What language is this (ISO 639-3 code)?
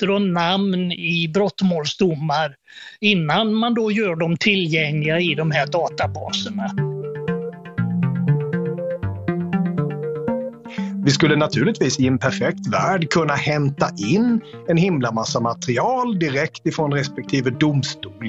swe